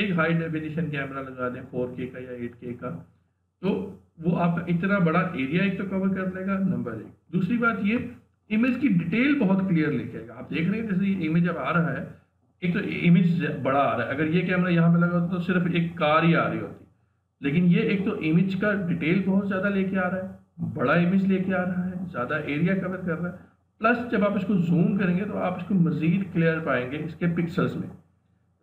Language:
Hindi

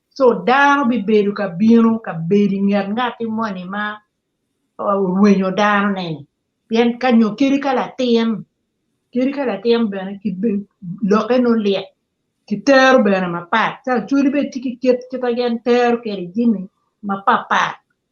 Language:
Acoli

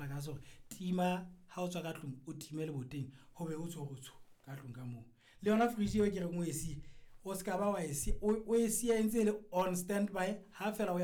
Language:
Southern Sotho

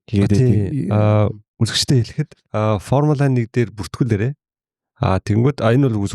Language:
Mongolian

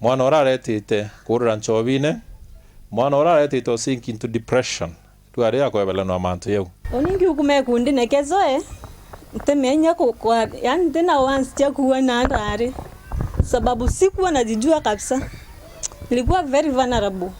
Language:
Meru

